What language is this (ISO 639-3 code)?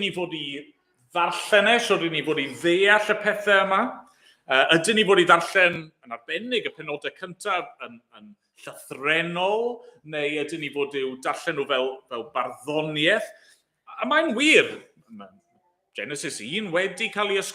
cym